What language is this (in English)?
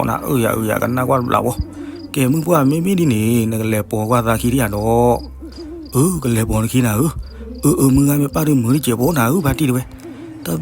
S'gaw Karen